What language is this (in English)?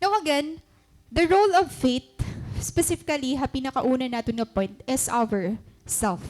Waray